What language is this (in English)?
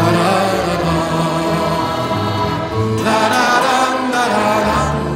Swedish